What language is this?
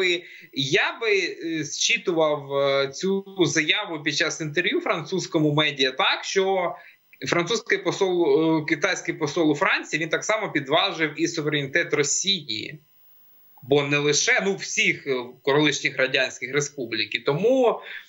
Ukrainian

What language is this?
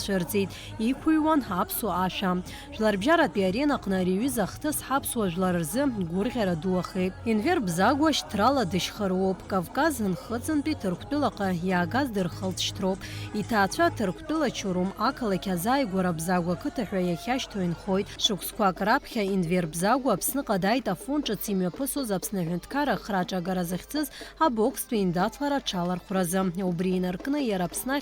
Abkhazian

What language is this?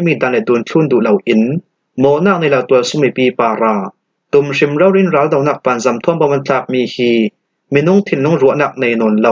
Falam Chin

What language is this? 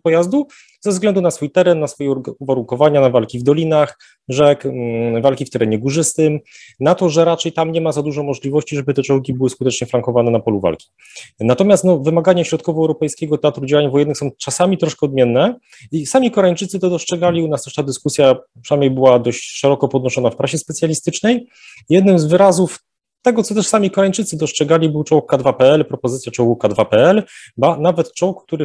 Polish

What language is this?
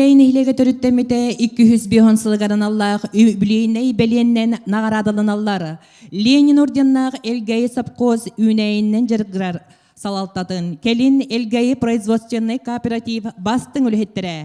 Yakut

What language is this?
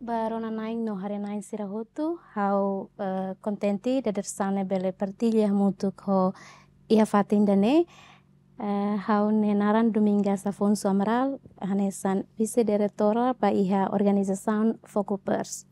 Tetum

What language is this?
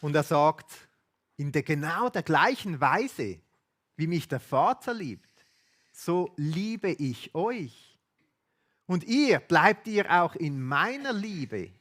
Swiss German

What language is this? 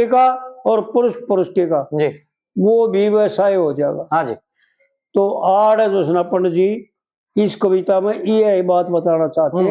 Haryanvi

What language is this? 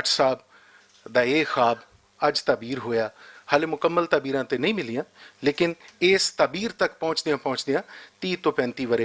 Western Panjabi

